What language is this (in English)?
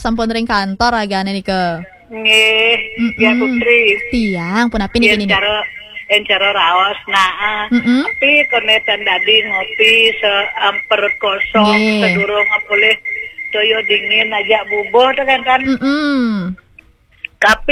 Balinese